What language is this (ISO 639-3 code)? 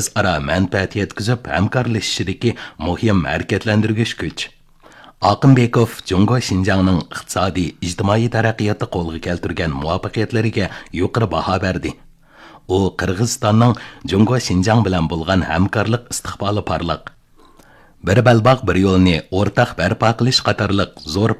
uig